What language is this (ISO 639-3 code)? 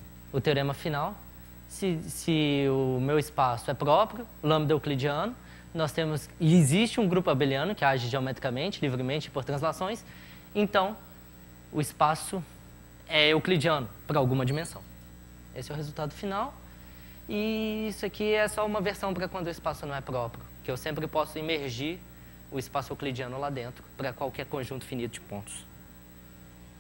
por